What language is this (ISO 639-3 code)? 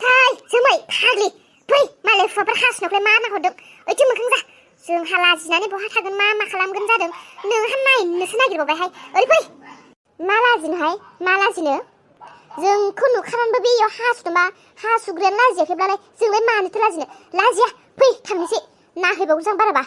brx